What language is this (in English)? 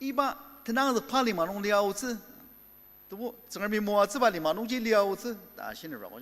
Ao Naga